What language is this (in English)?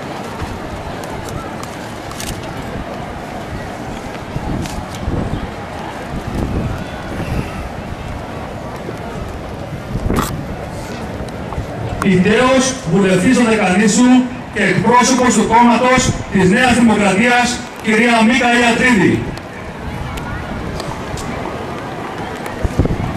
Greek